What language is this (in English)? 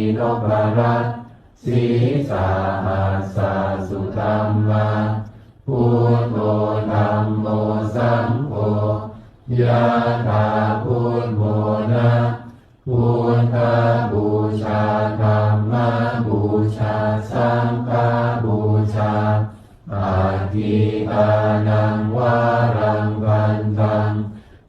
Pali